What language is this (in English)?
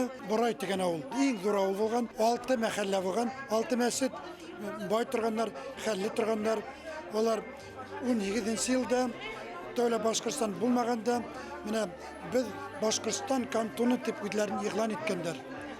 Bashkir